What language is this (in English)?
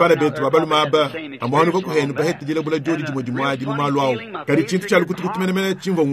Luba-Lulua